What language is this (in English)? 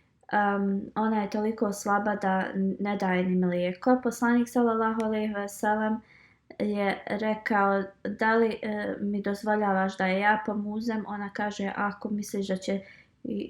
Bosnian